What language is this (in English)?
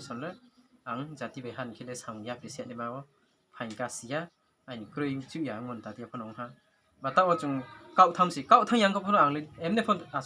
Riang (India)